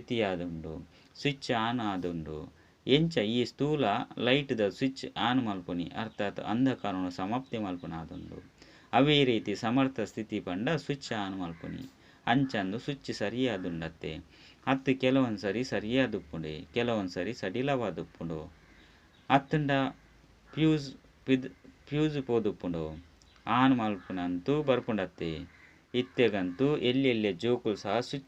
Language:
Tulu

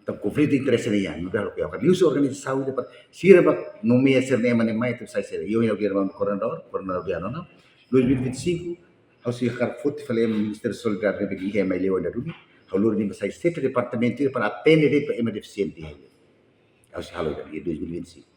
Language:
Tetum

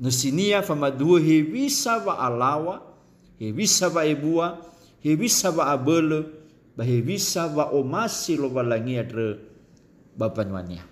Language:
Nias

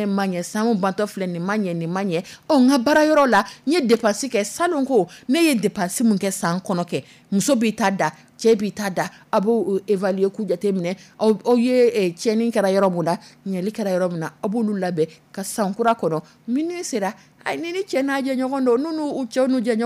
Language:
Dyula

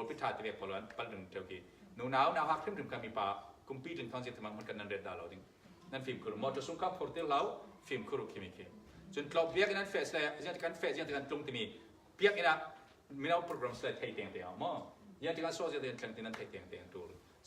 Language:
Falam Chin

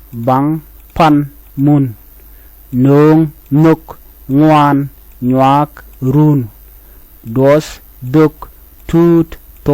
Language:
Nuer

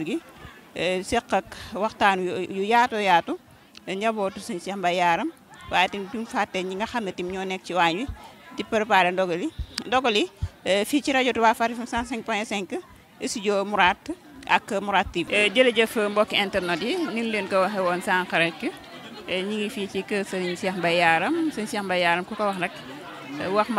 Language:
Wolof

